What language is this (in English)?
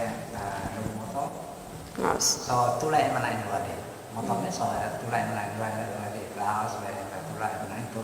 Tetum